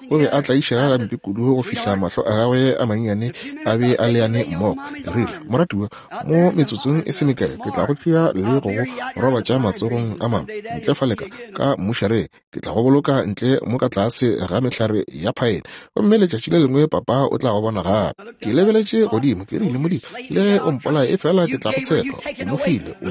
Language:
Northern Sotho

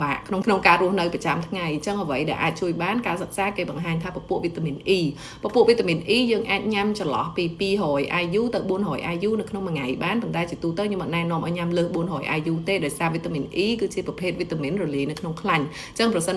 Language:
Khmer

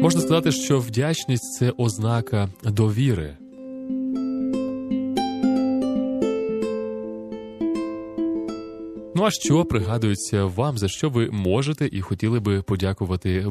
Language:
Ukrainian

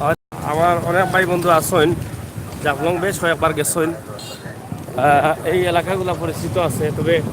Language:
Sylheti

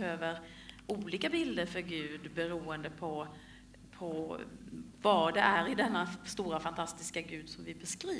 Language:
Swedish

